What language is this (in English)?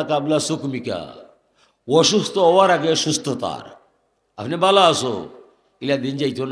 Sylheti